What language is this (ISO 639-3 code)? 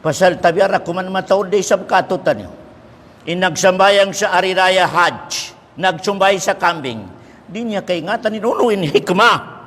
tsg